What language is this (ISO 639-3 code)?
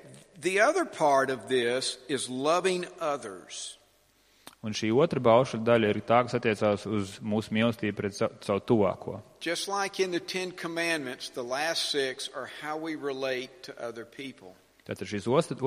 lav